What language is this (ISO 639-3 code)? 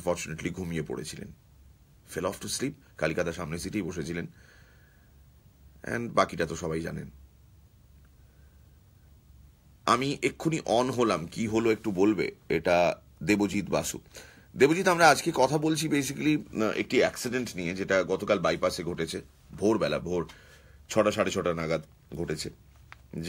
ben